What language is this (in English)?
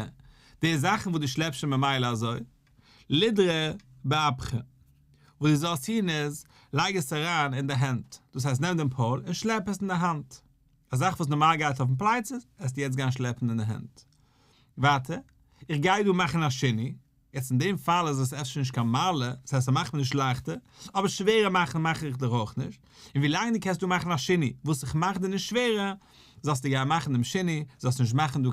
Yiddish